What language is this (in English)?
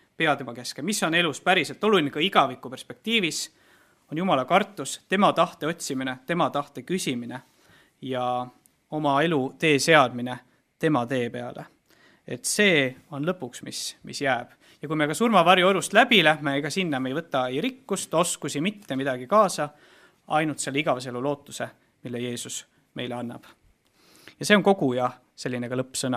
Estonian